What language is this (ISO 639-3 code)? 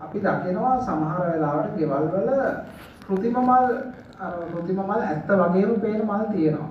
sin